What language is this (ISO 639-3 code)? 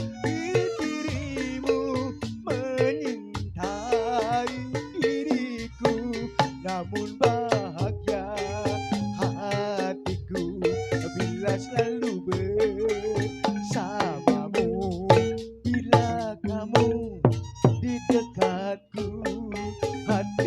bew